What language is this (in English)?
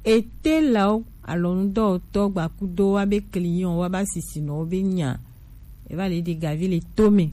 Gen